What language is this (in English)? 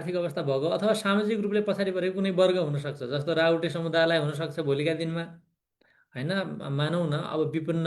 Nepali